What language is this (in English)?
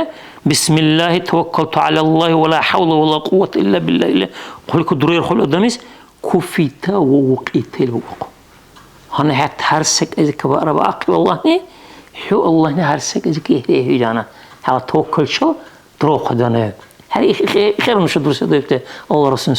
Dargwa